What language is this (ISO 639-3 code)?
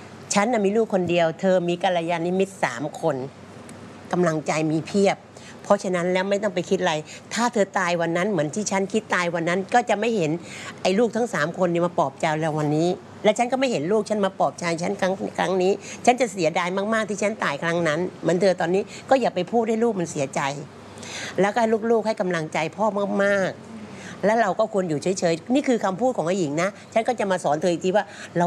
tha